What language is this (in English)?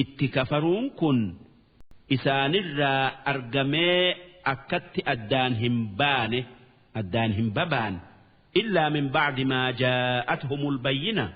Oromo